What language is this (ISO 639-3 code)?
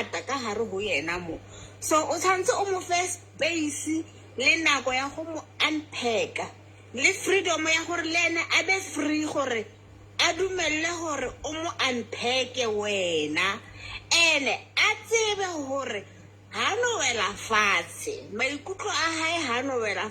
sot